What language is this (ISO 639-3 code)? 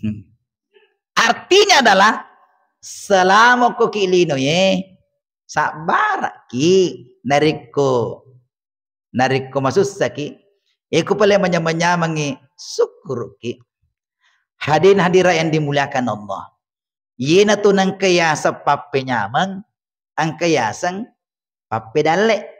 bug